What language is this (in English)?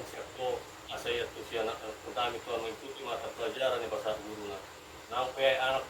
Batak Toba